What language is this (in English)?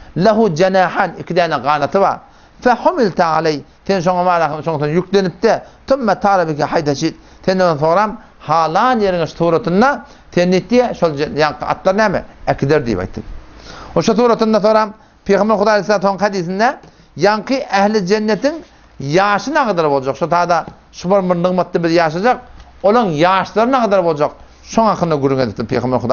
Turkmen